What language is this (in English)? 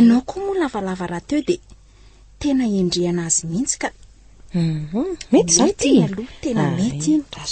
Malagasy